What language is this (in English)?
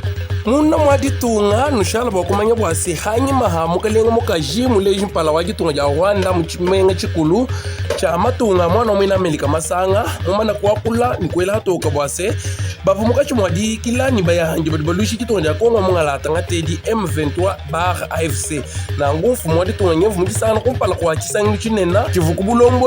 Luba-Lulua